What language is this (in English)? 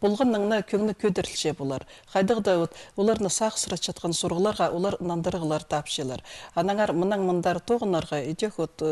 Khakas